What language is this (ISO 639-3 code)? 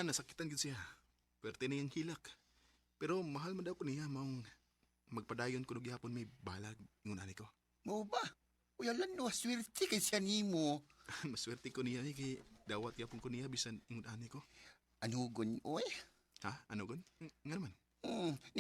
ceb